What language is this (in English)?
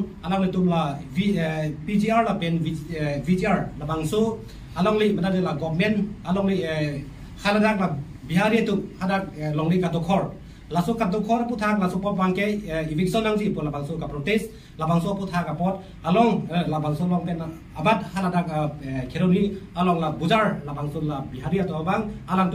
Karbi